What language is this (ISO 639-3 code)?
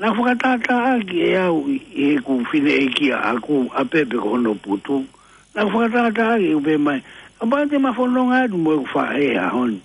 ton